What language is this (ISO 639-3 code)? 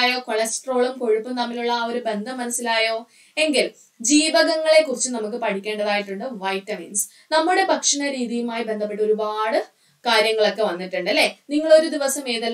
mal